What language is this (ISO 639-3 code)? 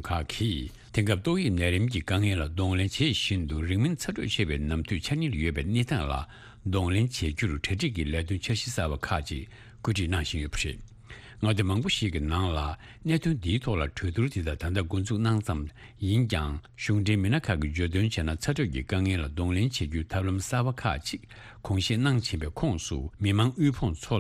bod